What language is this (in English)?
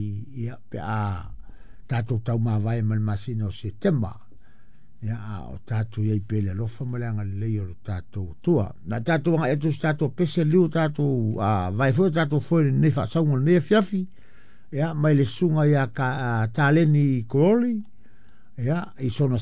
Samoan